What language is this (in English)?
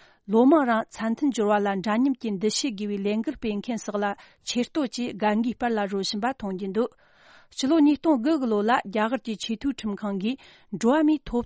Tibetan